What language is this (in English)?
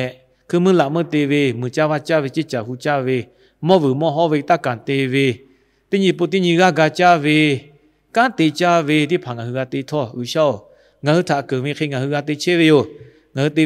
Lahu